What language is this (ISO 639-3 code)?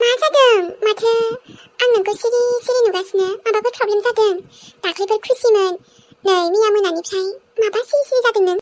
brx